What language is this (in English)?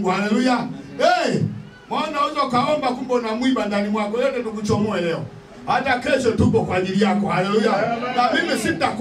Swahili